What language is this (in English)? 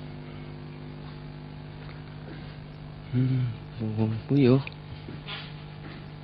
Malay